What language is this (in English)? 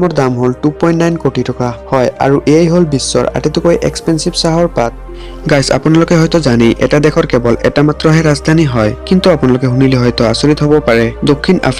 Assamese